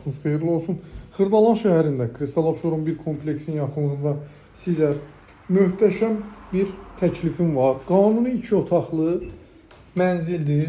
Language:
Azerbaijani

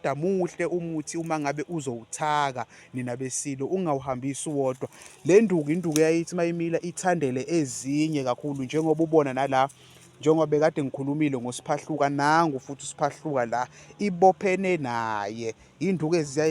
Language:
Zulu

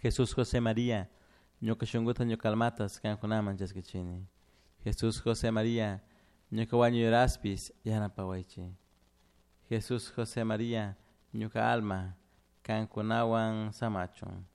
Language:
Chimborazo Highland Quichua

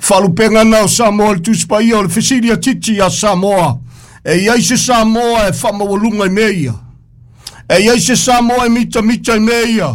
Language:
Samoan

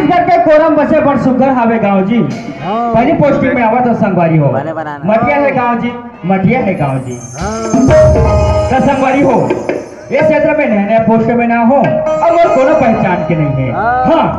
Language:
Chhattisgarhi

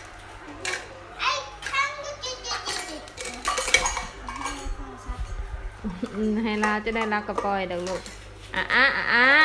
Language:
Lao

